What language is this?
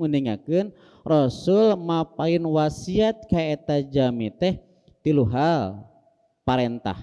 Sundanese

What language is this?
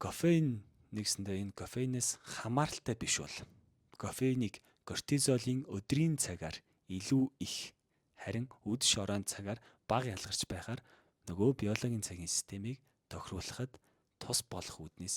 Mongolian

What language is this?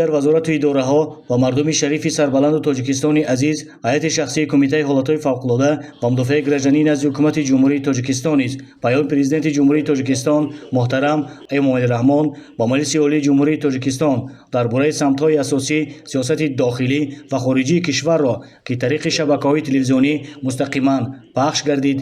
Tajik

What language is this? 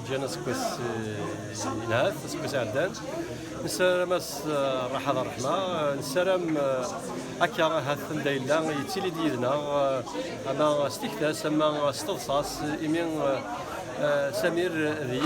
Kabyle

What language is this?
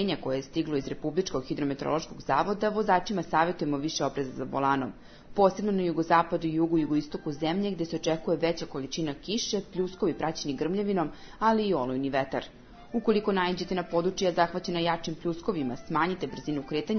Serbian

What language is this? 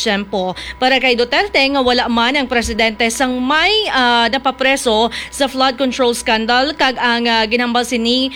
Hiligaynon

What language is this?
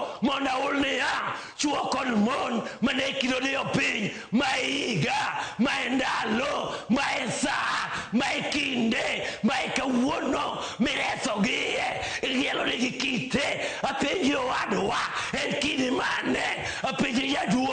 Luo (Kenya and Tanzania)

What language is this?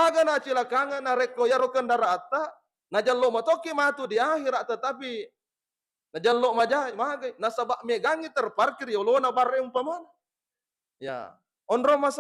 Buginese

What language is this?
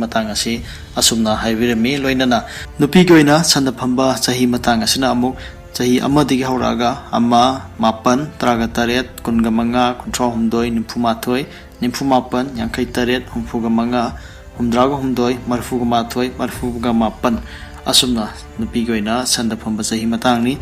Manipuri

